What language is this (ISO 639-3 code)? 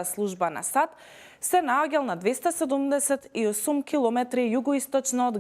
mkd